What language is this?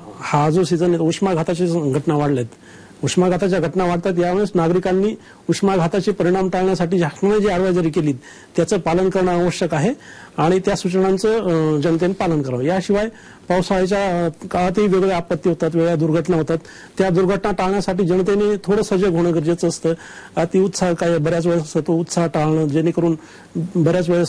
Marathi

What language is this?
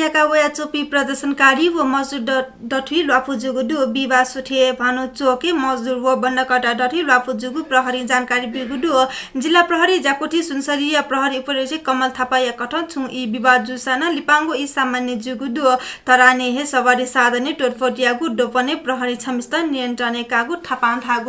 Newari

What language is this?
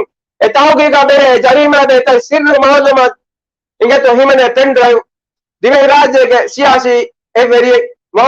Divehi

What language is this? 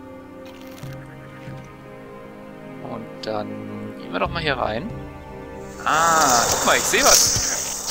German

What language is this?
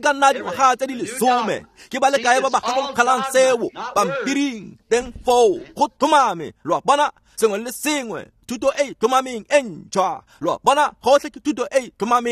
Tswana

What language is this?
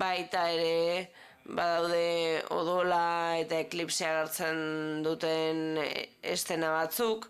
Basque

